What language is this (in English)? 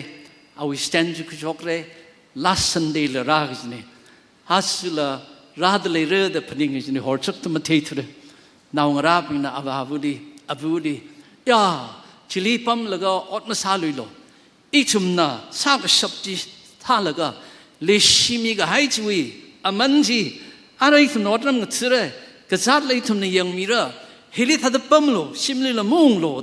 Tangkhul Naga (India)